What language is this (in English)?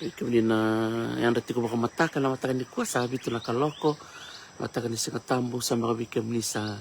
Fijian